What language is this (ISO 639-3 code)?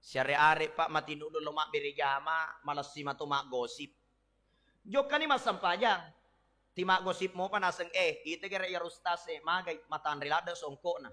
bug